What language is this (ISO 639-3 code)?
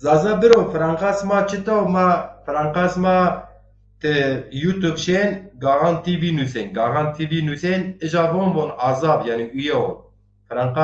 zza